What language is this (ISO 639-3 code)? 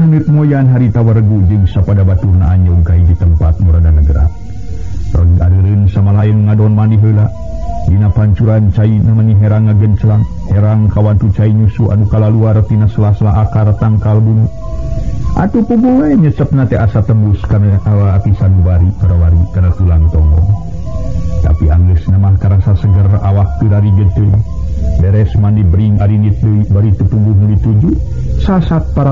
sun